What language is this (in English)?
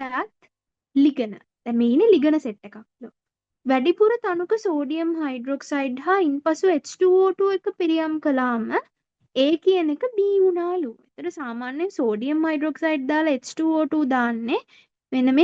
Sinhala